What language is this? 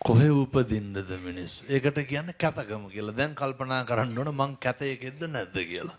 Sinhala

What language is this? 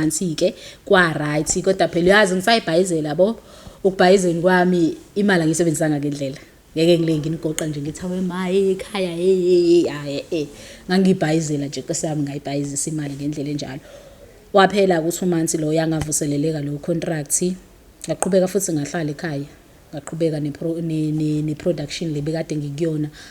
Zulu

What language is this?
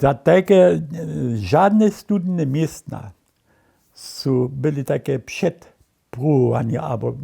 Upper Sorbian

